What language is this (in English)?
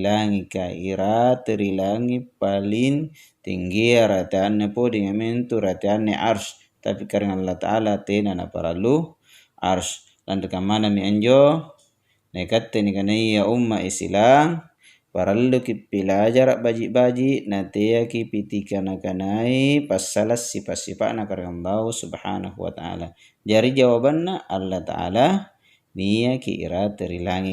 Makasar